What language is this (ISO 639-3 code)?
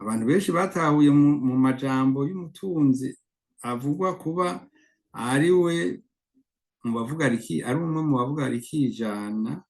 run